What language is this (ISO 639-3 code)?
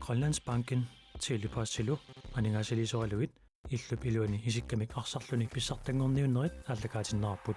kal